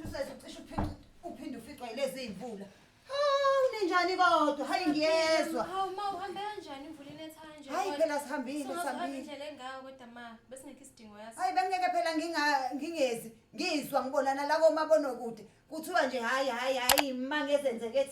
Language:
Zulu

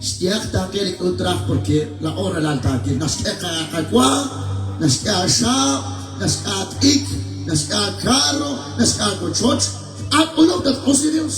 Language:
Kekchí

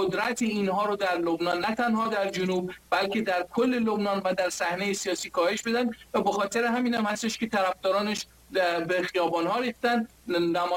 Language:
Persian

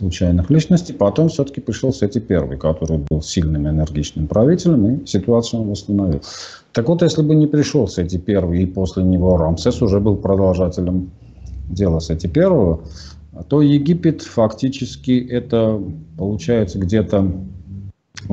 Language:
Russian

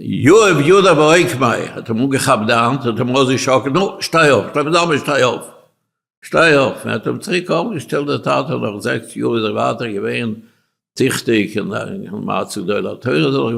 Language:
Yiddish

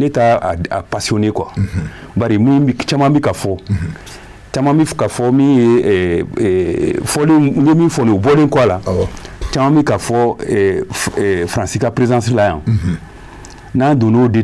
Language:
Bambara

